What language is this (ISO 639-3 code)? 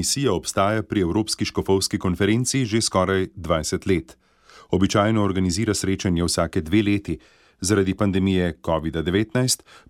slv